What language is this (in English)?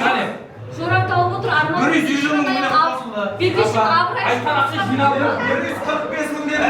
Kara-Kalpak